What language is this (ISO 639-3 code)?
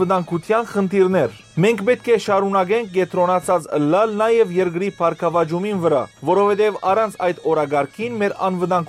hyw